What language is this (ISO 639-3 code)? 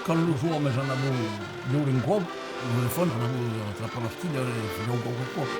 oci